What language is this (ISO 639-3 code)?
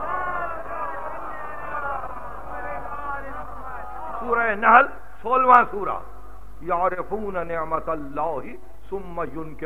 urd